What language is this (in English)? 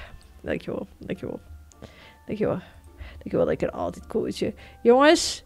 Western Frisian